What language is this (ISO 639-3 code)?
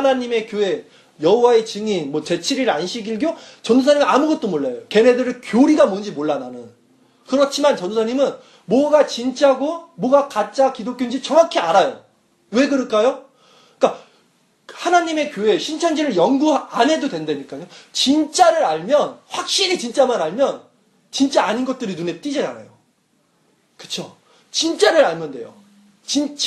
kor